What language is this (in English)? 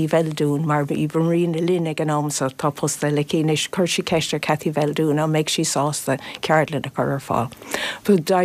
Irish